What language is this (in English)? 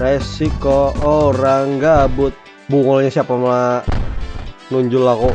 Banjar